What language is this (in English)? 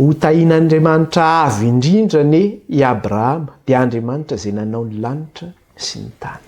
Malagasy